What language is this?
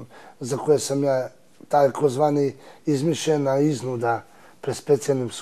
Serbian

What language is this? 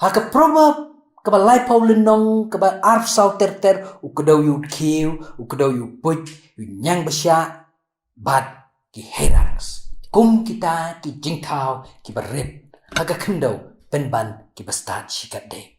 Khasi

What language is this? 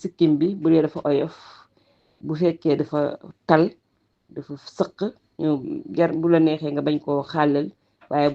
Wolof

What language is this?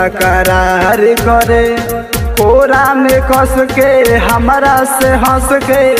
Bhojpuri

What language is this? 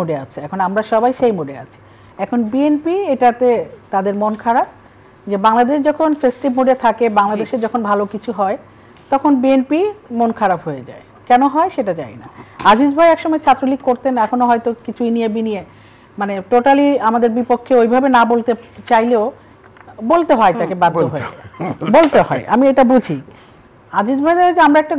Bangla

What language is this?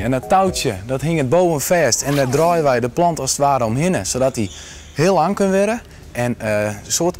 Western Frisian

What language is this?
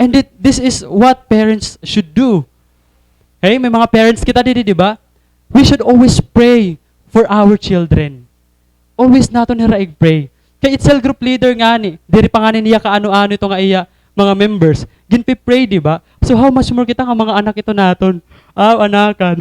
Waray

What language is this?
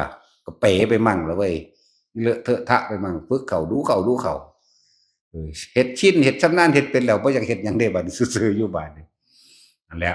Northeastern Thai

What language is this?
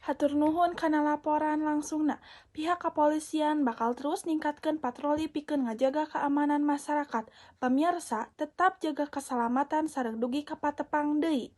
Sundanese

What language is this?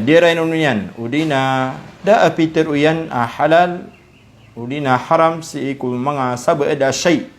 Maranao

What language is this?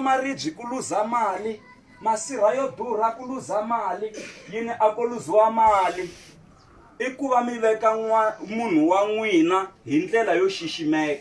Tsonga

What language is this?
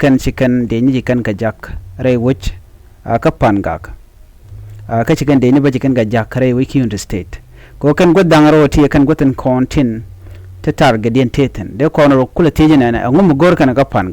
Nuer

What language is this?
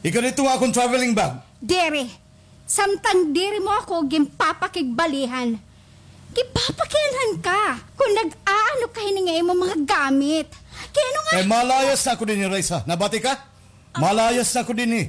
Waray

